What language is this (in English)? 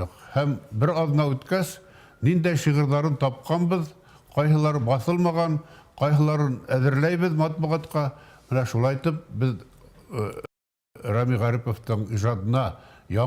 Bashkir